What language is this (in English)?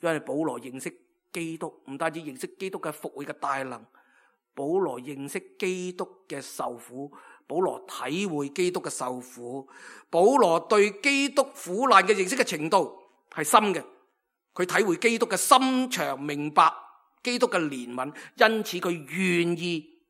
Cantonese